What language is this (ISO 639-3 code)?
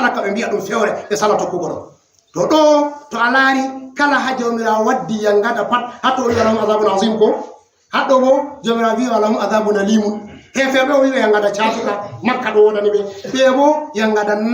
ful